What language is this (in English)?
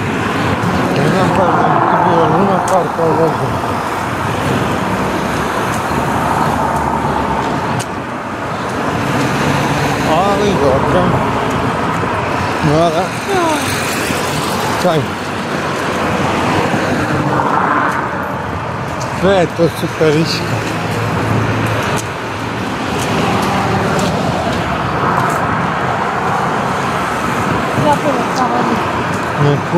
Croatian